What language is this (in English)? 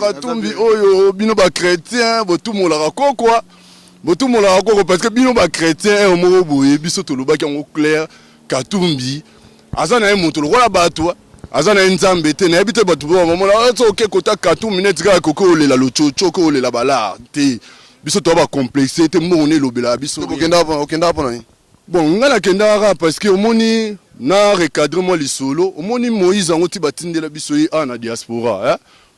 Lingala